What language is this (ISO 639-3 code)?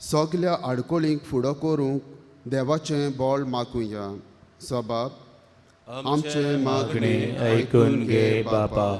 kok